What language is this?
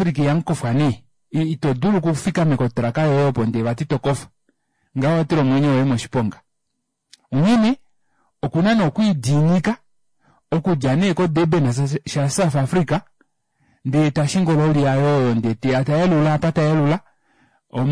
Kuanyama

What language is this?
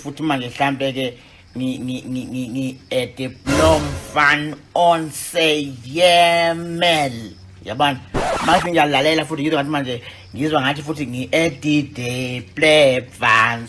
Zulu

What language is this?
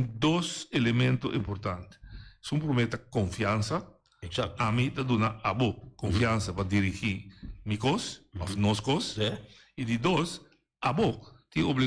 Papiamento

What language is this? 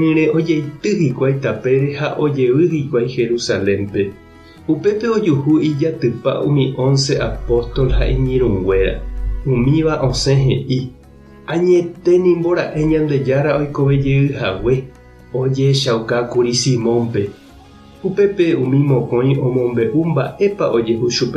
Guarani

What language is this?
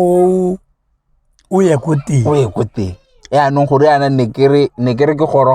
Tswana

